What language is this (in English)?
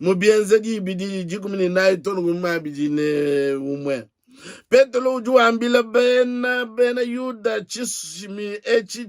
Luba-Lulua